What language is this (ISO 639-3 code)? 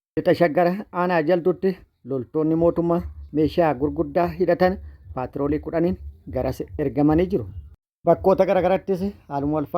orm